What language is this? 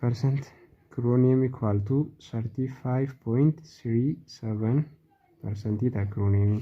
Oromo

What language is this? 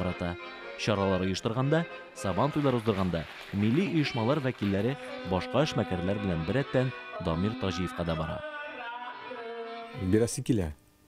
Tatar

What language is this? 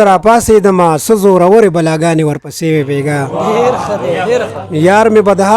Pashto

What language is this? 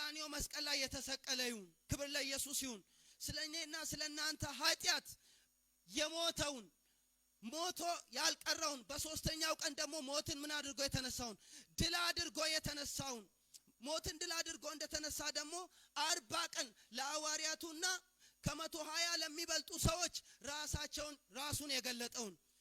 Amharic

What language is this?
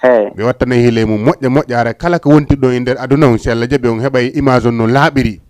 Fula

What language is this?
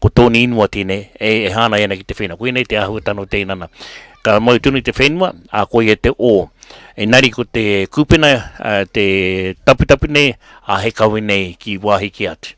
Māori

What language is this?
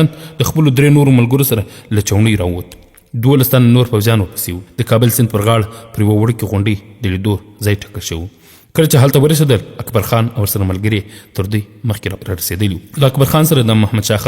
Pashto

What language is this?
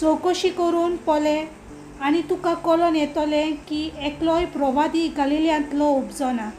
Konkani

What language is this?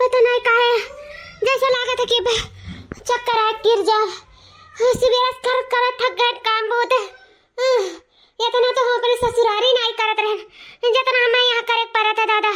Awadhi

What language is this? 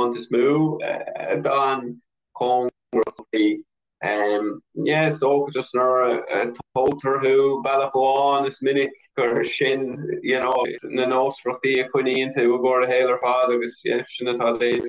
Irish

